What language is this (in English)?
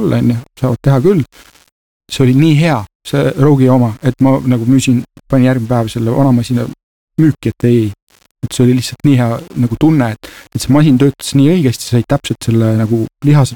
Estonian